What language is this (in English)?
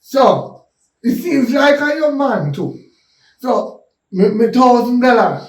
Jamaican Creole English